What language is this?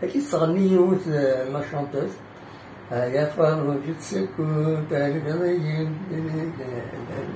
Kabyle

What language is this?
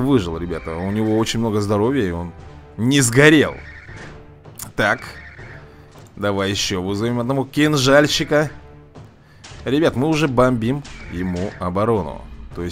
Russian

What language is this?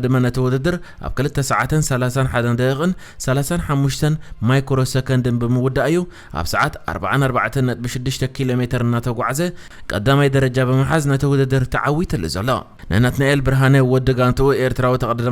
Tigrinya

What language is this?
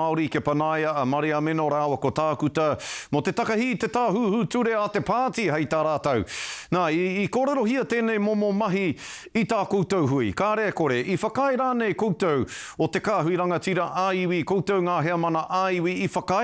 Māori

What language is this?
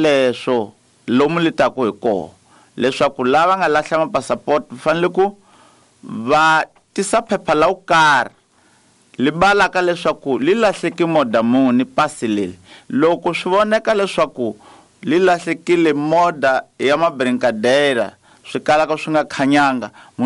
Tsonga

